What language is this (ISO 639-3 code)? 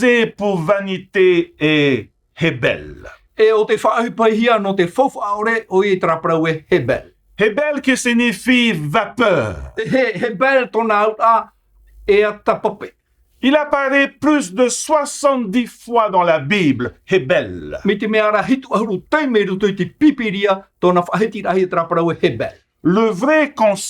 tah